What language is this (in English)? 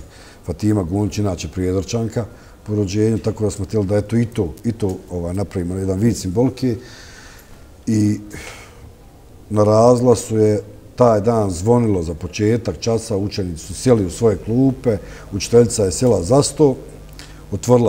Bosnian